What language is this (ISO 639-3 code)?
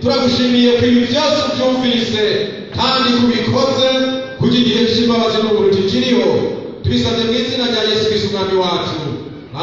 run